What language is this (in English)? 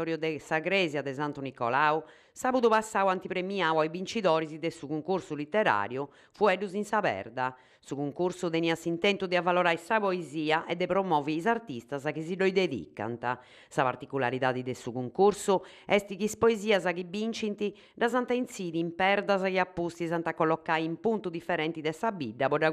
Sardinian